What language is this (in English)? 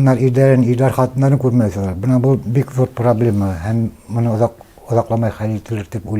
Bashkir